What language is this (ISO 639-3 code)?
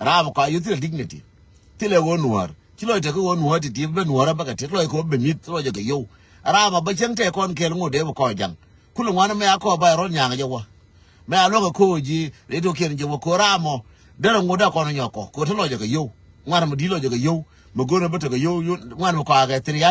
nus